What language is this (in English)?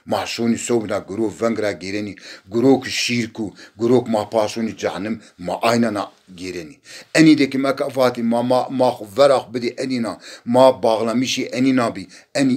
Zaza